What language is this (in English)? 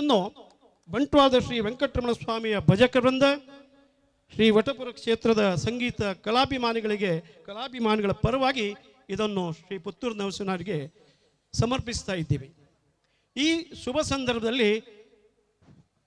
Kannada